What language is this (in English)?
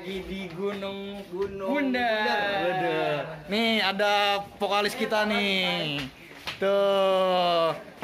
Betawi